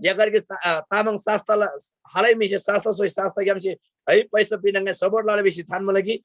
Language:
Eastern Tamang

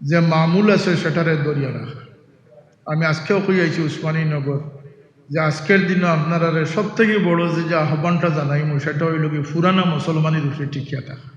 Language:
Sylheti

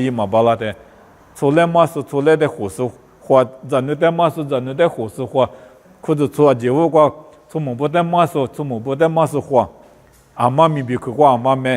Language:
Lisu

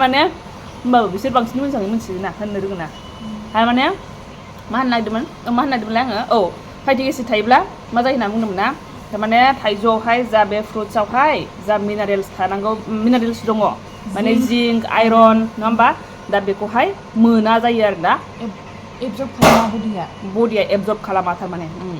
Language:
Bodo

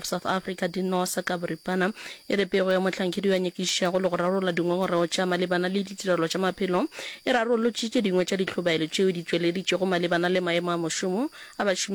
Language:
Northern Sotho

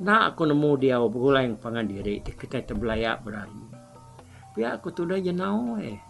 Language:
Iban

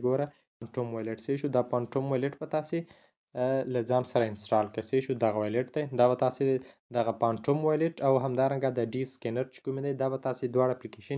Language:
Pashto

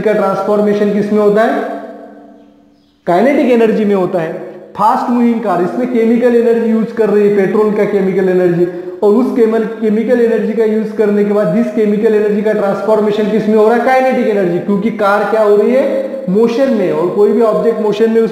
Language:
Hindi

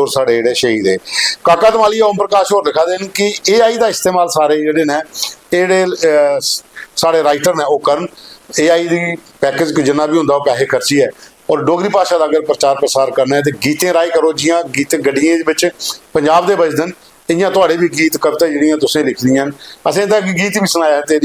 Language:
Dogri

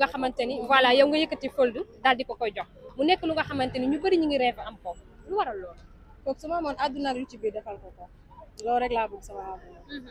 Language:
Wolof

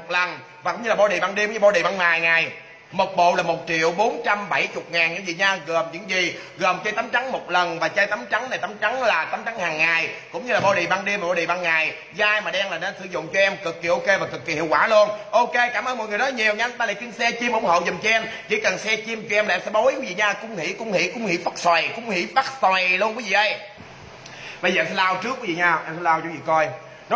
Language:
Vietnamese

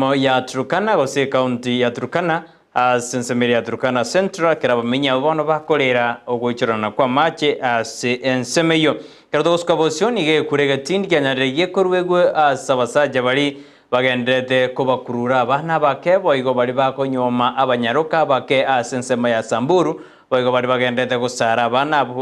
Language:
Gusii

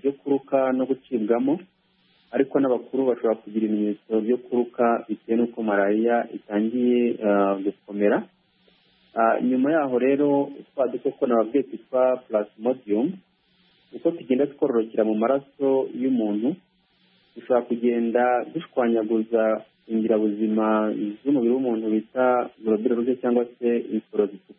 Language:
Kinyarwanda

